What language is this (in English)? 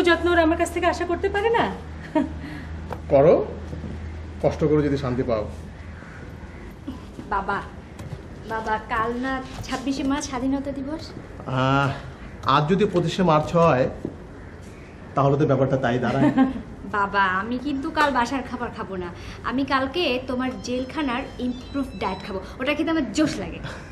Bangla